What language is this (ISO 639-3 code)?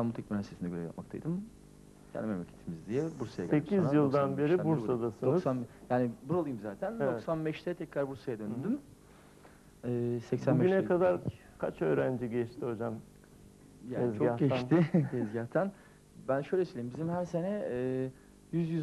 tur